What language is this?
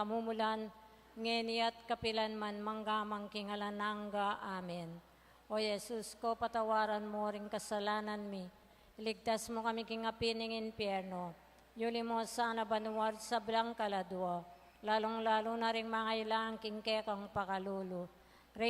Pampanga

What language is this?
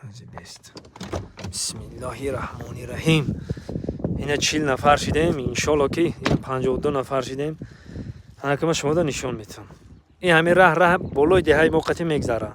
Tajik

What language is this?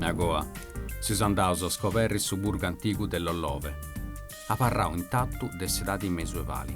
Sardinian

